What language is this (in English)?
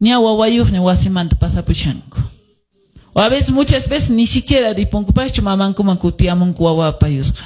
Quechua